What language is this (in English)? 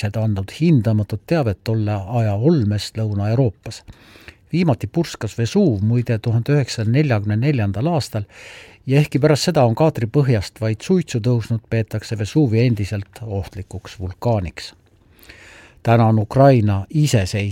Estonian